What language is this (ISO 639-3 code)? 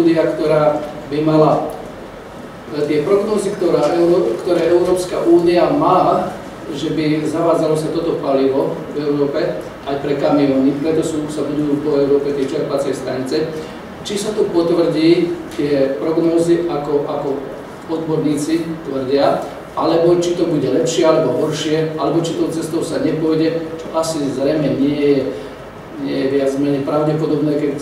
slk